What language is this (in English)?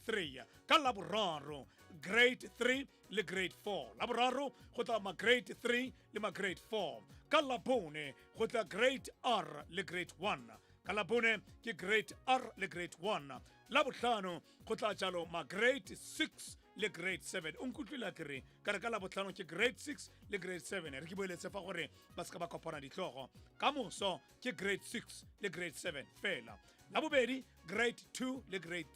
Tswana